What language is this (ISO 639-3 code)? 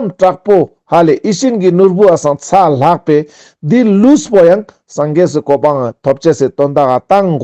lbj